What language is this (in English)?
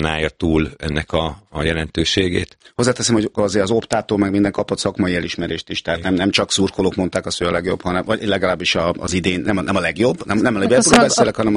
Hungarian